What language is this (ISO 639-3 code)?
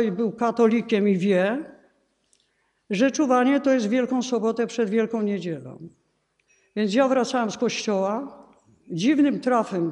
pol